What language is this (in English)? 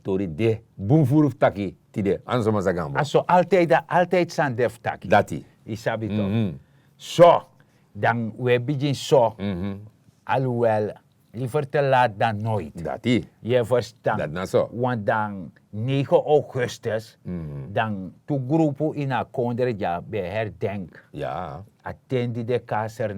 Sranan Tongo